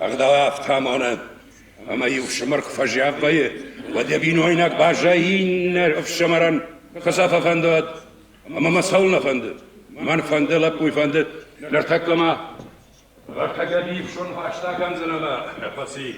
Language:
Ossetic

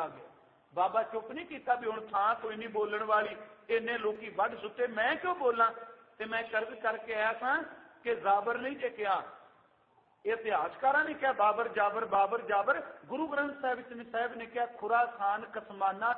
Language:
Punjabi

